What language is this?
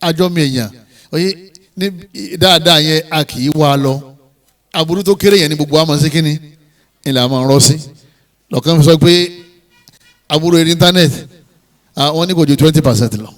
Yoruba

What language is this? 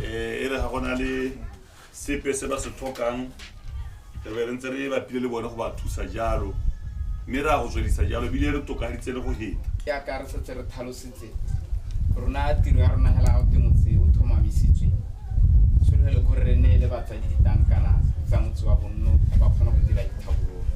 Tswana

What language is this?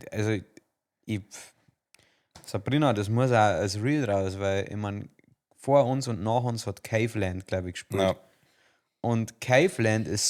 Bavarian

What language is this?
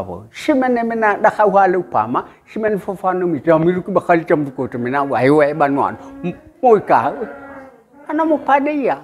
Nias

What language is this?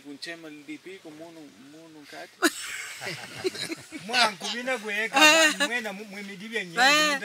Makonde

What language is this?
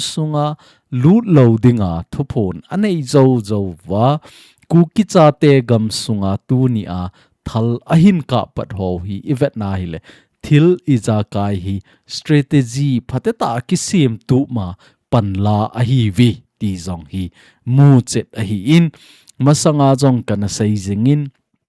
Thado Chin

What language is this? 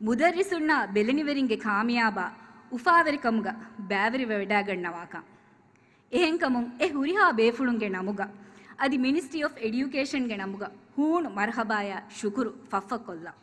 Divehi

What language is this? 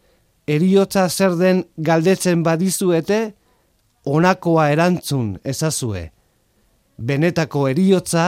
Basque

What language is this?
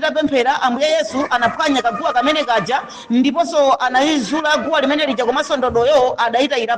Nyanja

